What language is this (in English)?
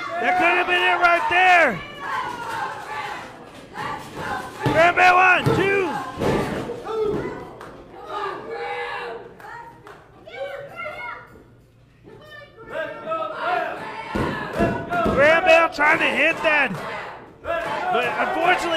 English